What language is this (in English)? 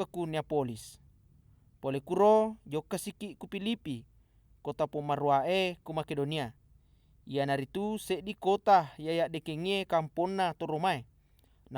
Buginese